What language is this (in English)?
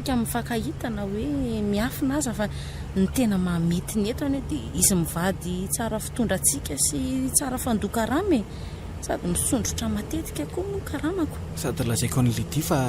Malagasy